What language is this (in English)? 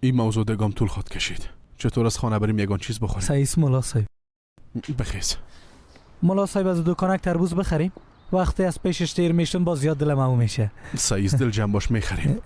Persian